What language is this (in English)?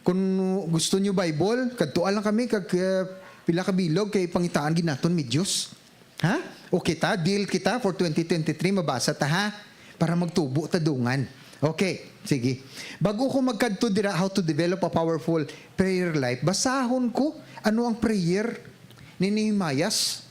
Hiligaynon